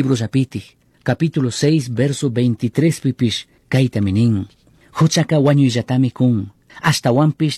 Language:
Chimborazo Highland Quichua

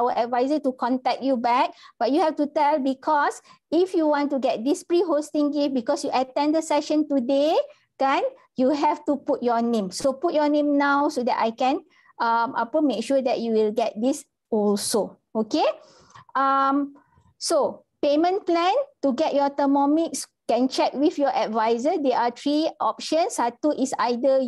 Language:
Malay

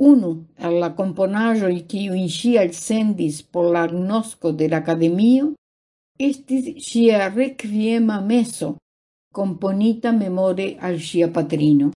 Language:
Esperanto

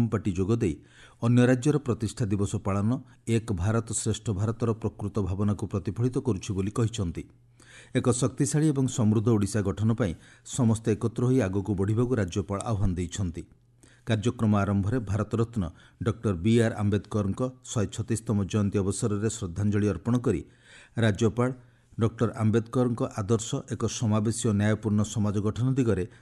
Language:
Odia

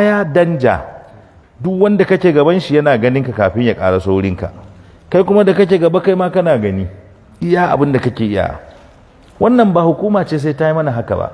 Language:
Hausa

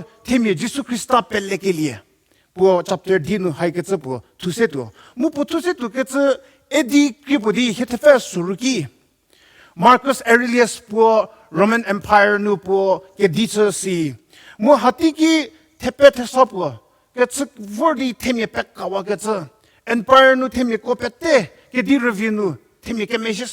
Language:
Angami Naga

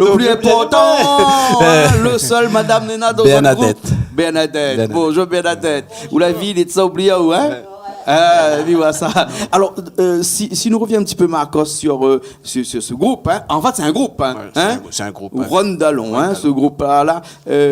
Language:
Réunion Creole French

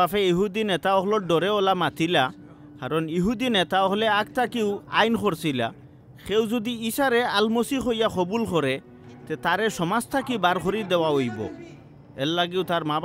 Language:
Sylheti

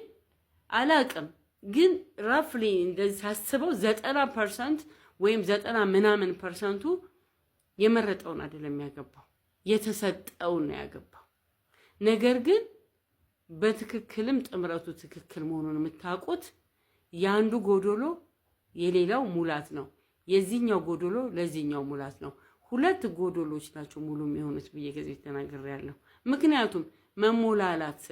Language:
Amharic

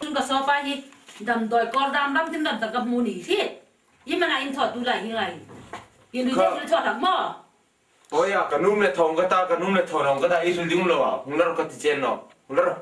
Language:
Hmar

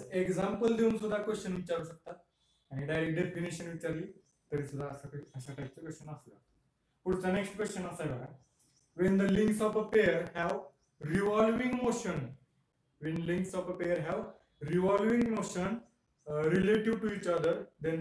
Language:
Marathi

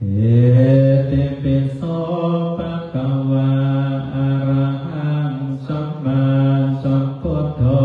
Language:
Pali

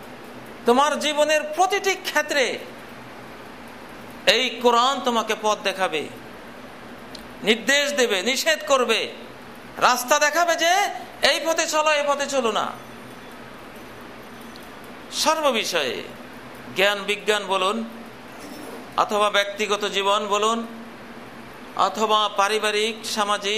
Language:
Bangla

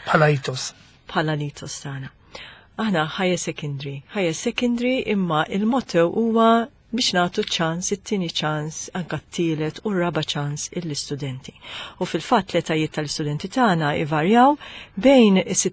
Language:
Maltese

